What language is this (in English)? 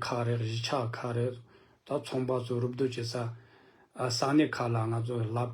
Tibetan